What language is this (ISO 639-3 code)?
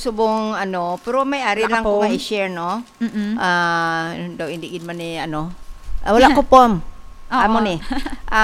hil